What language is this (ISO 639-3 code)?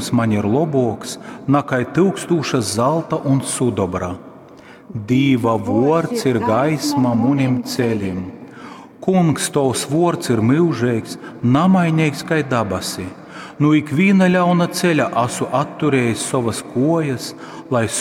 ltg